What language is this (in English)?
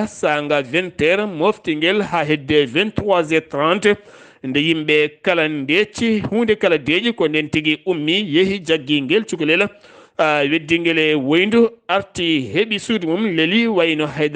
Fula